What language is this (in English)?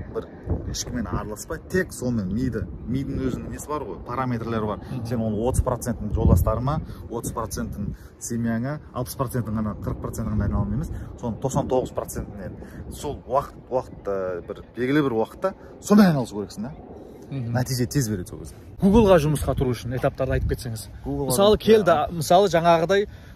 Kazakh